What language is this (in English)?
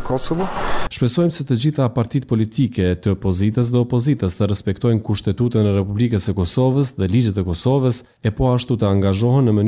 Albanian